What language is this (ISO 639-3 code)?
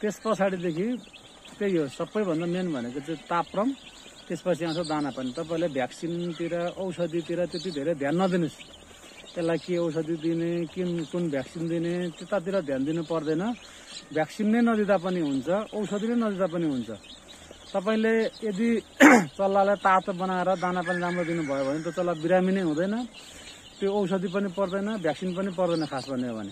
nep